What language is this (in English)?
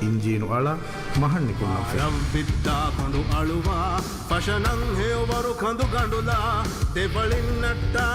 Divehi